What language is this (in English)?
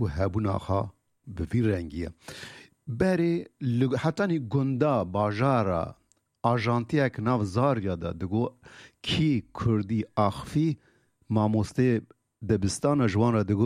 Kurdish